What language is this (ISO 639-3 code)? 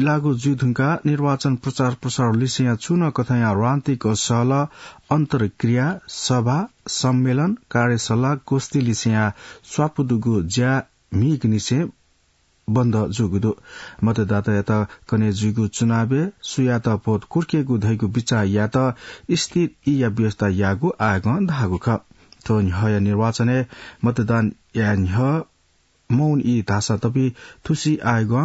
new